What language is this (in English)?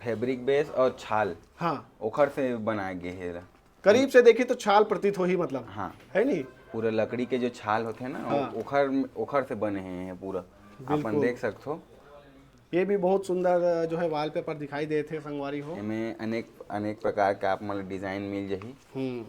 Chhattisgarhi